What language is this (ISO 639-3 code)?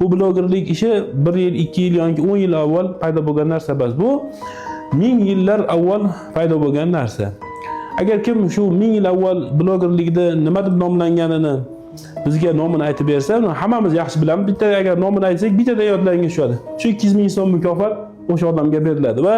uzb